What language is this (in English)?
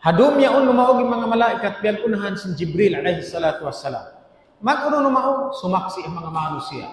Tausug